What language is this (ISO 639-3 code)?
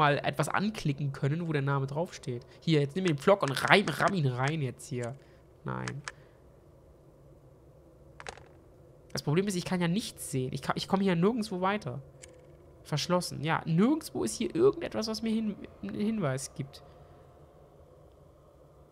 deu